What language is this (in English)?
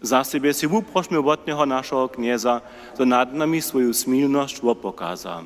Upper Sorbian